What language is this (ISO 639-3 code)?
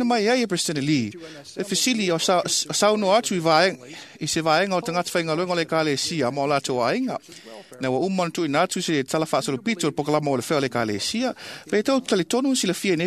smo